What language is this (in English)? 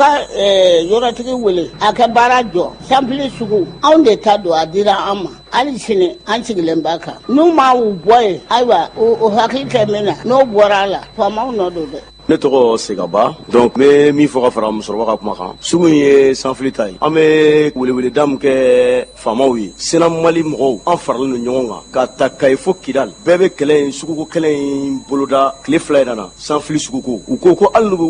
Bambara